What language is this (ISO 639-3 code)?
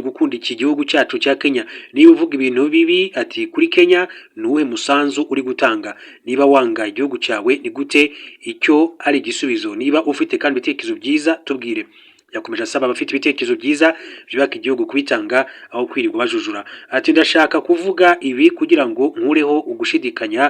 kin